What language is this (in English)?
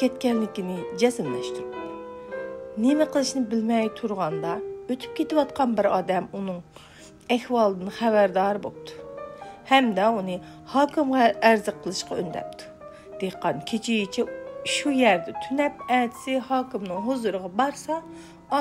Uyghur